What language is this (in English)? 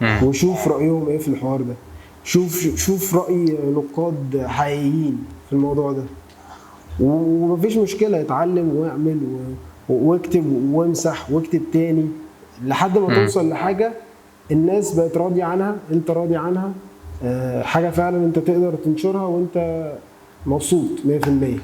Egyptian Arabic